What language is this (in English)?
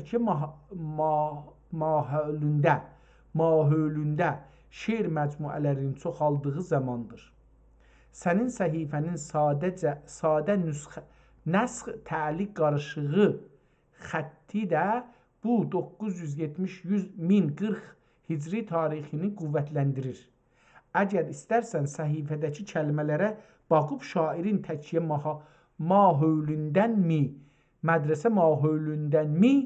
South Azerbaijani